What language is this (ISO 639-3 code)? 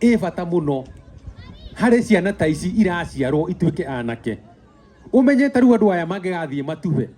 kik